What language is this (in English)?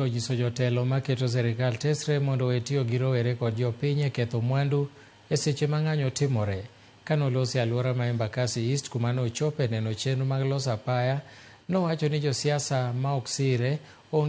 Luo (Kenya and Tanzania)